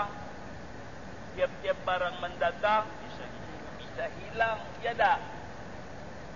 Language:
Malay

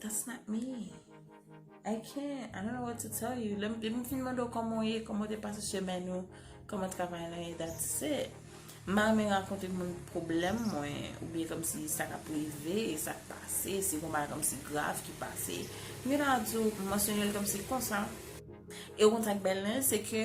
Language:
Haitian Creole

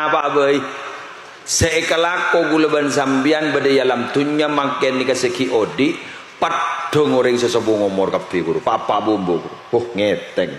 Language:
Madurese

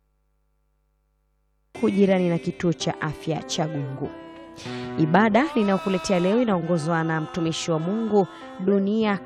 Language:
Swahili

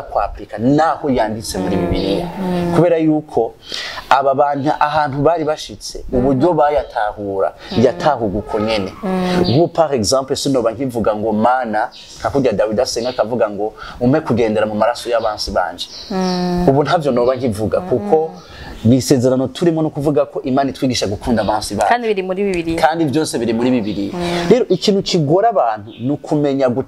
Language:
Rundi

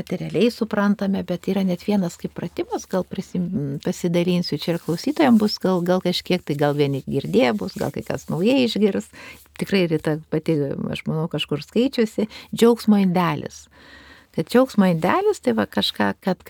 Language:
Lithuanian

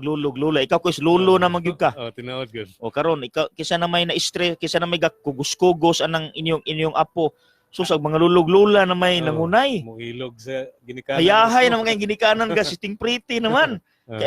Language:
Cebuano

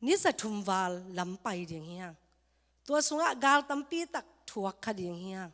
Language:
Tedim Chin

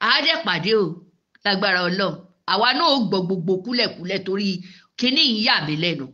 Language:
Yoruba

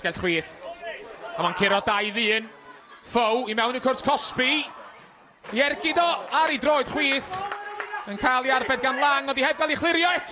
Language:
Welsh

